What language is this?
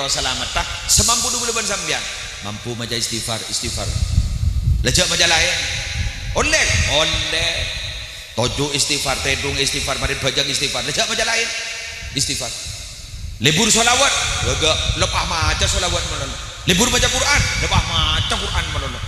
Madurese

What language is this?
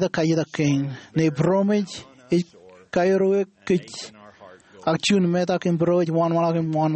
Marshallese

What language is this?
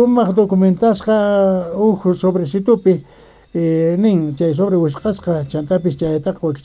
South Bolivian Quechua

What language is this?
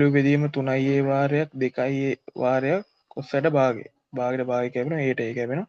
Sinhala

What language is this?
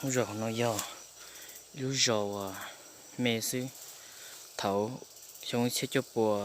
Hmong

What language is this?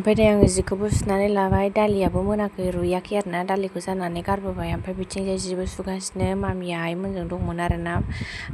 Bodo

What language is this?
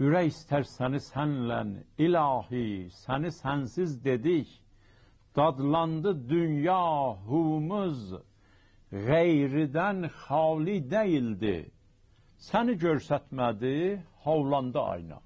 South Azerbaijani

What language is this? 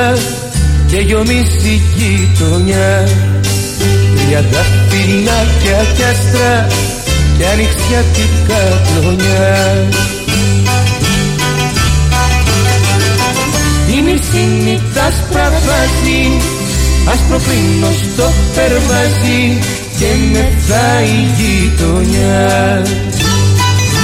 Greek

